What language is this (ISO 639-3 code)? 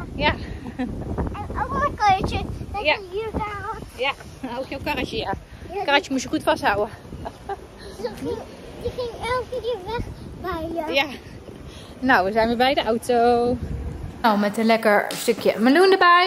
nld